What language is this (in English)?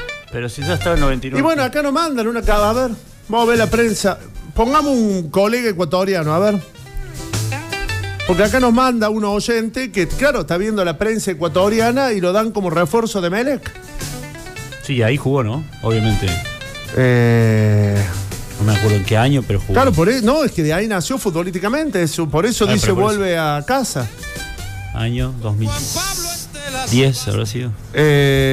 Spanish